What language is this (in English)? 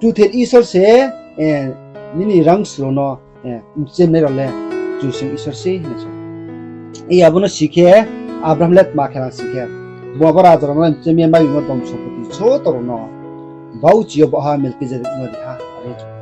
Riang (India)